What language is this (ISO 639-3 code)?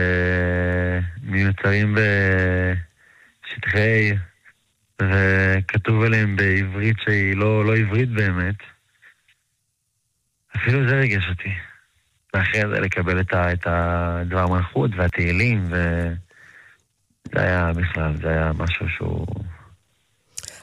heb